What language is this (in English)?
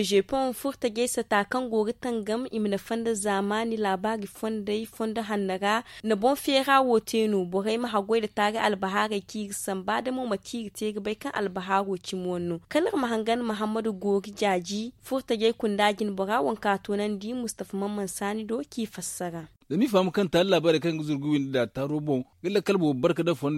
Zarma